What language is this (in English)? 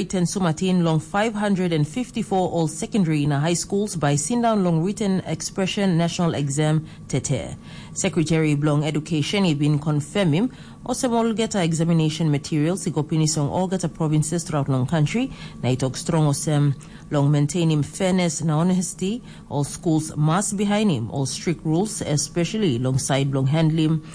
Tok Pisin